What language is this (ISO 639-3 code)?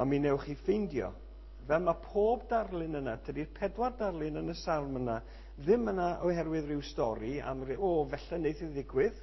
cym